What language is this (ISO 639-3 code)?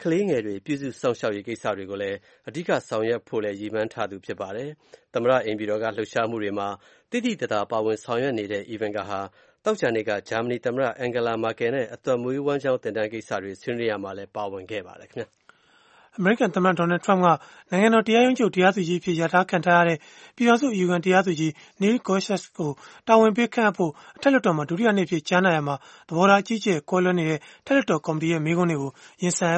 mya